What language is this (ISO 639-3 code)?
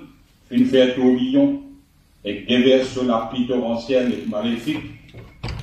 mfe